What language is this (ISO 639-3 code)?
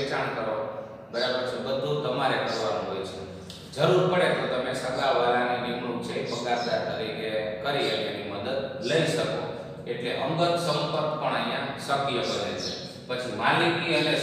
guj